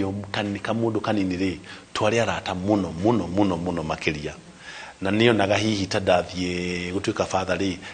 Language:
Kikuyu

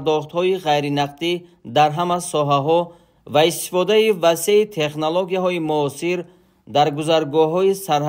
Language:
Tajik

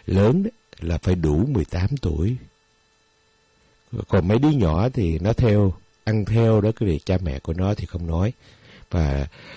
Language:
Vietnamese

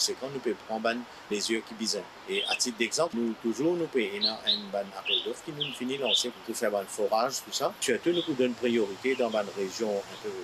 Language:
Morisyen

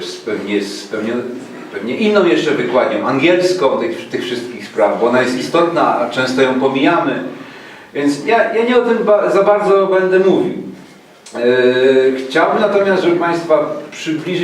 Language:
Silesian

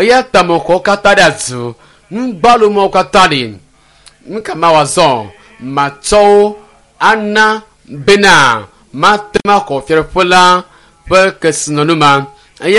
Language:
Ewe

